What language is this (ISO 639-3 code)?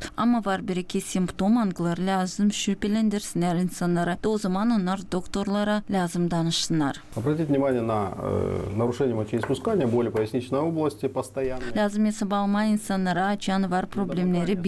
gag